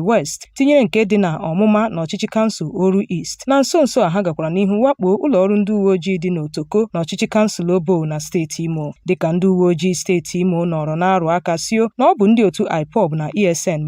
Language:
Igbo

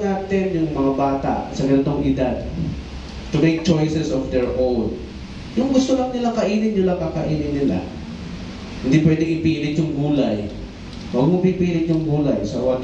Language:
Filipino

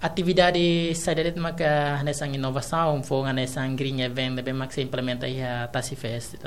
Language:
Tetum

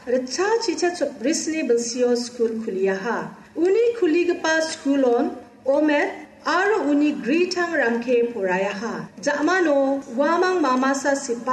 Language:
Garo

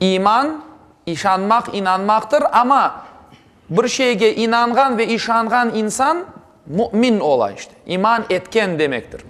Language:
Crimean Tatar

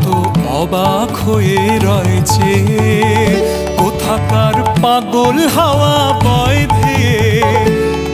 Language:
Bangla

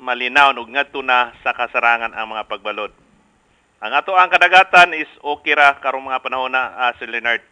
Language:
Cebuano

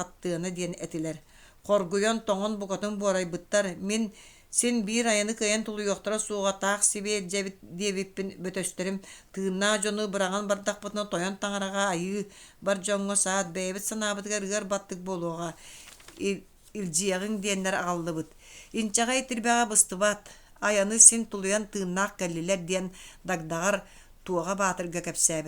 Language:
Yakut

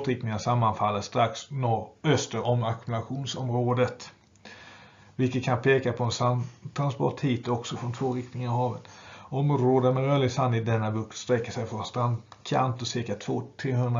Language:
Swedish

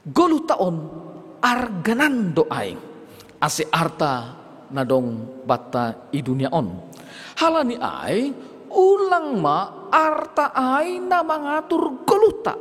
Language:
Batak Simalungun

